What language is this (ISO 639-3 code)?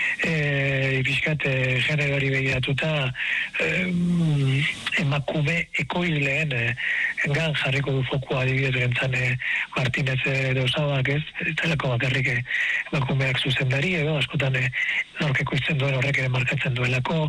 eus